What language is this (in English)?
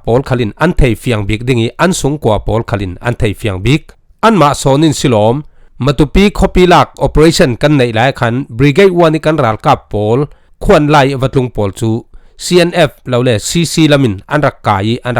Falam Chin